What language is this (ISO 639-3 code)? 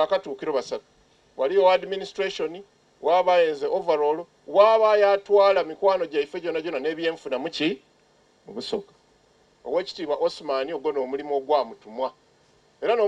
xog